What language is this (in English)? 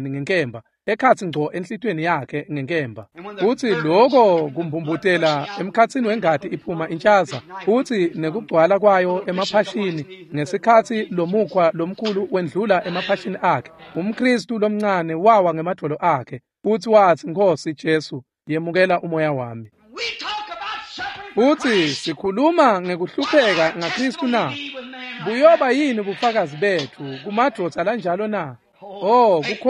Swati